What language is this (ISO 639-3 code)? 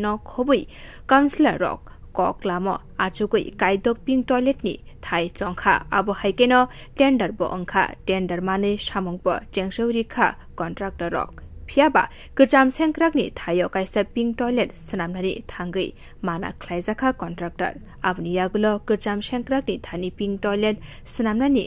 trp